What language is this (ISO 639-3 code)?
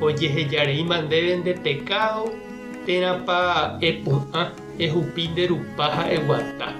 grn